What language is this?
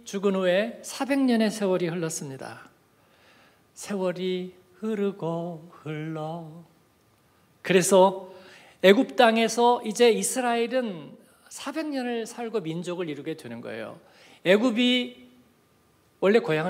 Korean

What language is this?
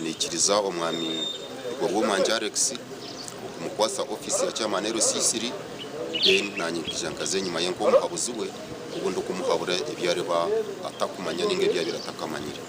Nyankole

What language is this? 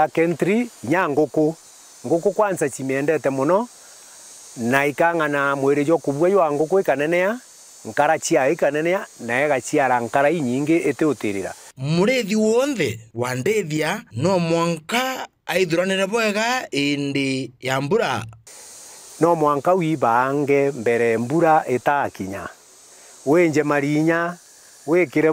Meru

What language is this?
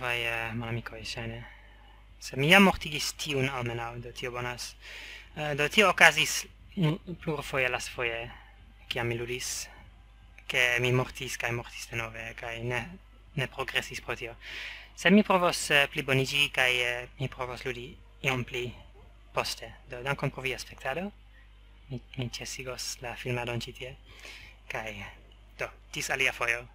Esperanto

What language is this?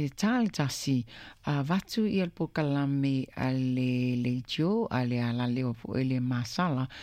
Samoan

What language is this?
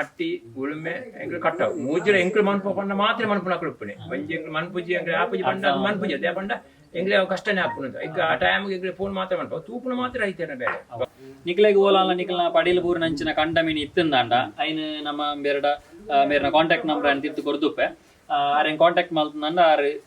Tulu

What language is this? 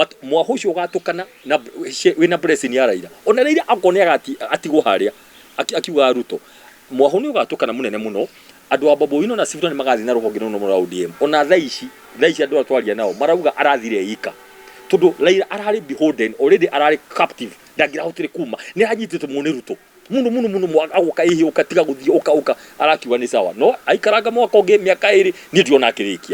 Kikuyu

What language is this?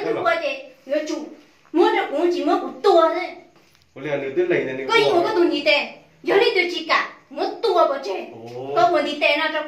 Hmong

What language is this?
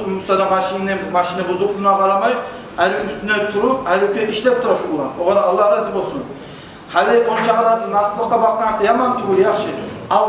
Kumyk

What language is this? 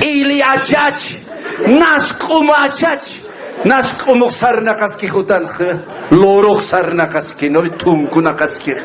Aymara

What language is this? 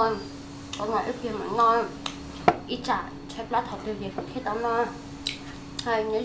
Hmong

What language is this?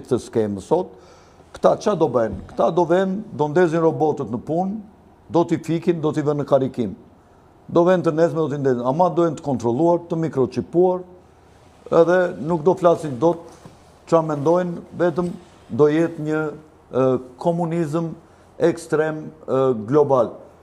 Albanian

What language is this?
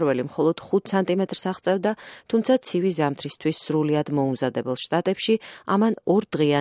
Georgian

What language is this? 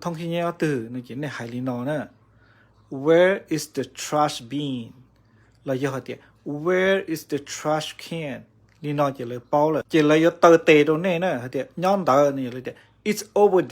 Hmong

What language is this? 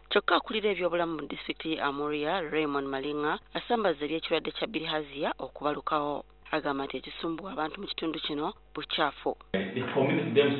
Ganda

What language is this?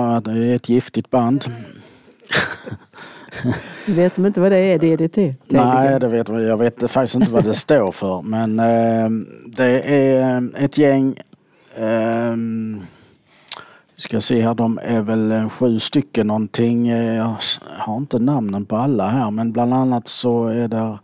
Swedish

